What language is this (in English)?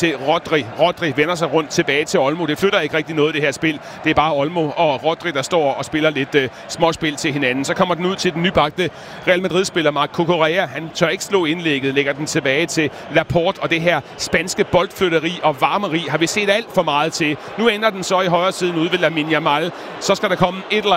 Danish